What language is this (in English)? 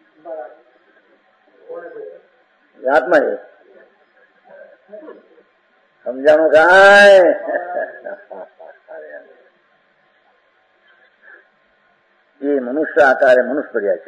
Gujarati